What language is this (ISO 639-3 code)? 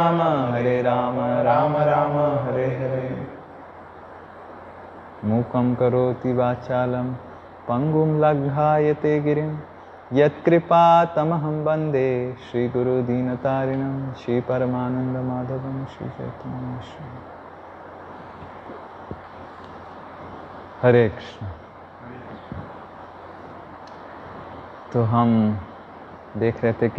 hin